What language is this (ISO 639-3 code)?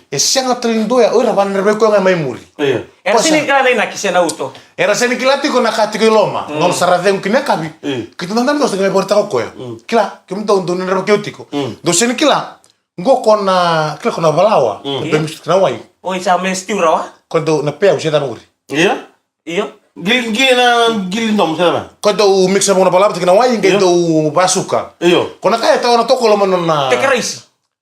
fij